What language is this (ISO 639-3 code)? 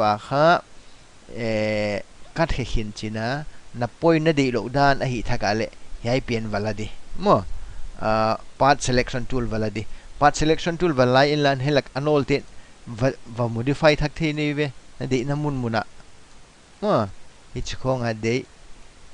pck